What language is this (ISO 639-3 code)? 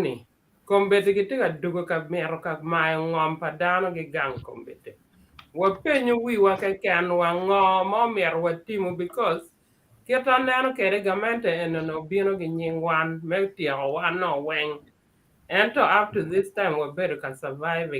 ach